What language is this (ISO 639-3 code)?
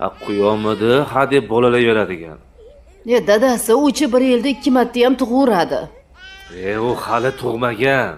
uzb